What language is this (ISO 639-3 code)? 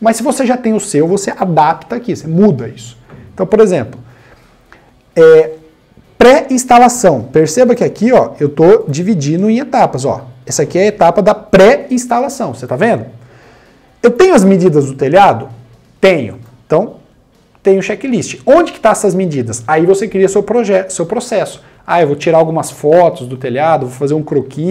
por